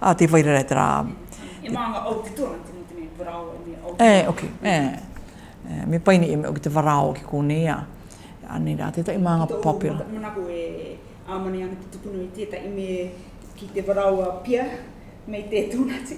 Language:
Rarotongan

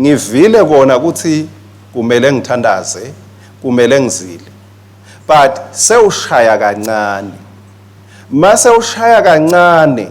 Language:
Swati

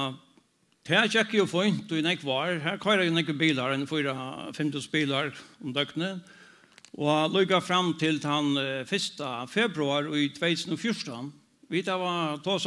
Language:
Faroese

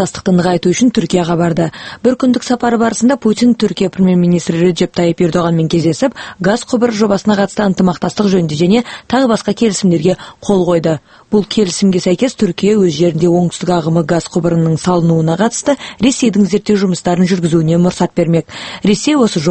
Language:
Kazakh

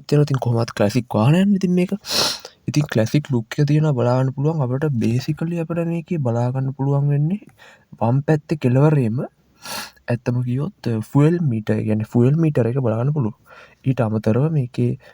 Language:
Sinhala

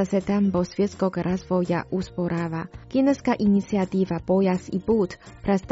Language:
Croatian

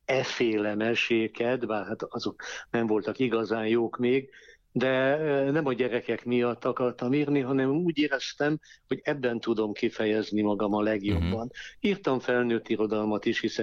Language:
Hungarian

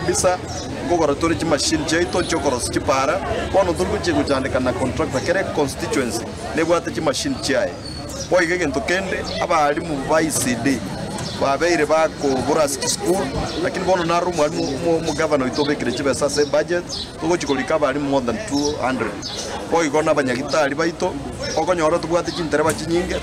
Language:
Gusii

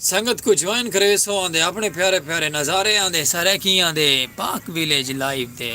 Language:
Saraiki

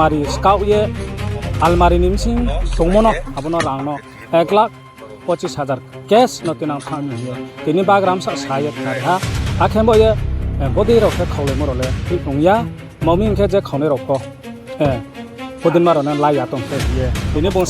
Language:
Riang (India)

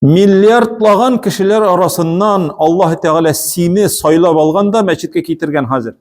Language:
Tatar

